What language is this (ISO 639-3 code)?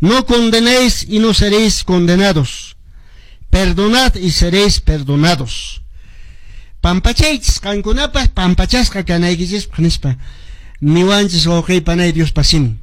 que